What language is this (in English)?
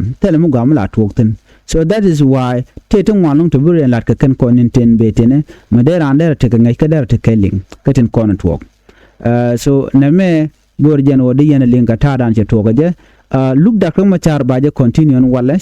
Nuer